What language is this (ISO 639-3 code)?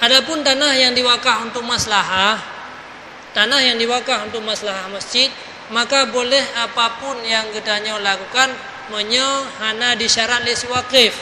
ace